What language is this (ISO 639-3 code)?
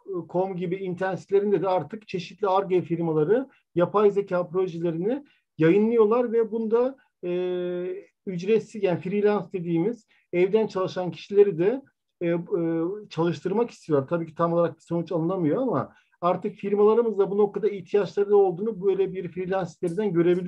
tur